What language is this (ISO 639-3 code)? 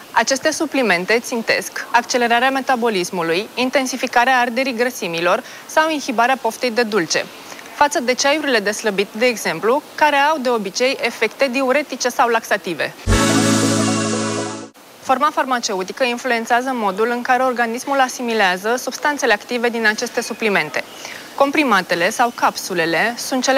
ron